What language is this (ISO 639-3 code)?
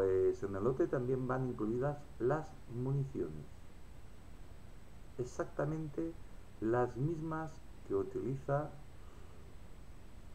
spa